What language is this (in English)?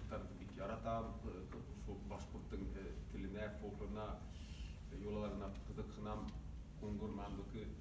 Bashkir